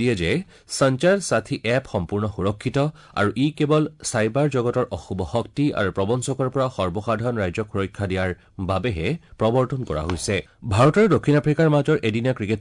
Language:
Assamese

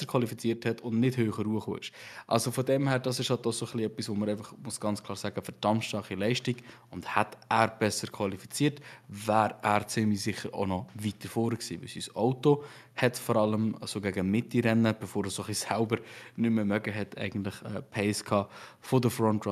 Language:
Swiss German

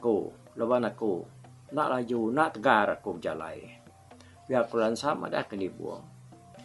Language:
Iban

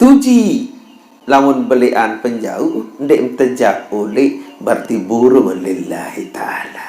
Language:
Sasak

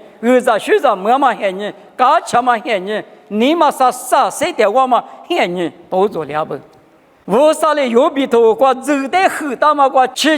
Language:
Lisu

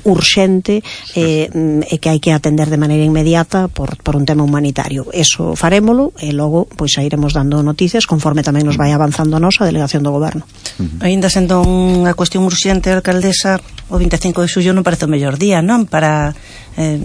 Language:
Galician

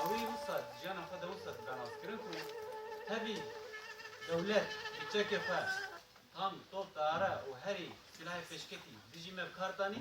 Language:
Kurdish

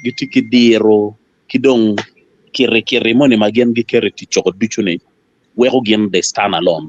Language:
Acoli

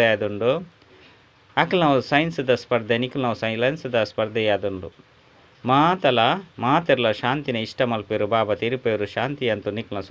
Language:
Tulu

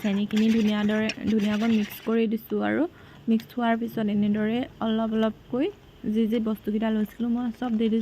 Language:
Assamese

